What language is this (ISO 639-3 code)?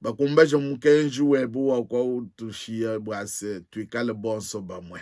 lua